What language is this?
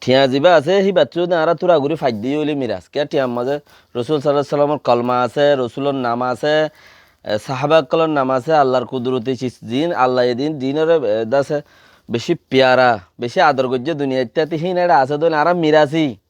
Rohingya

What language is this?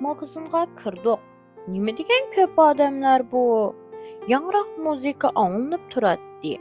Uyghur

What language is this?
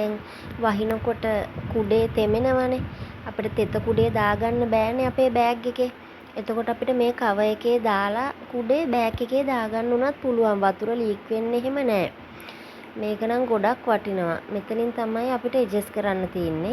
Sinhala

